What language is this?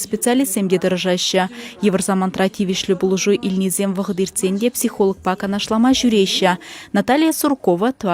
Chuvash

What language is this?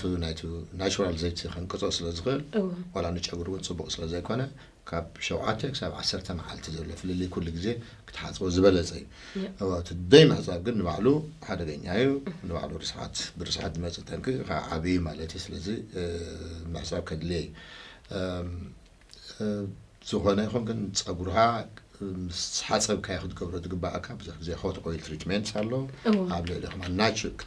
Tigrinya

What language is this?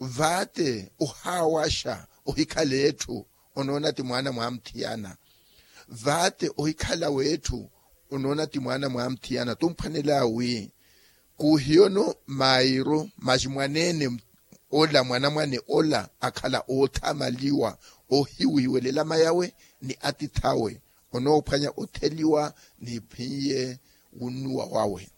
Makhuwa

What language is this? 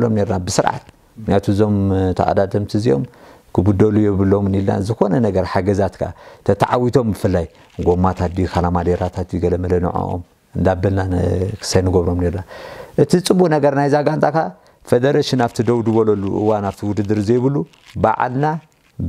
Tigrinya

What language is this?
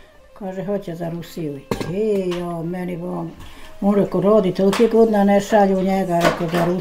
Bosnian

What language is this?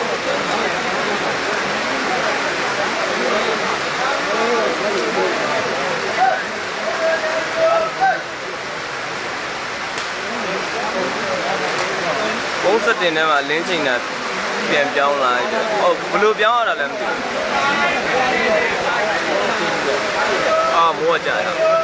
Burmese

